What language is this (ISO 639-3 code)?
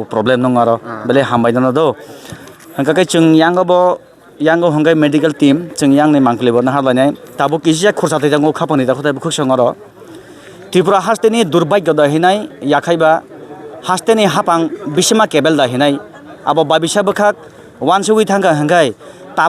trp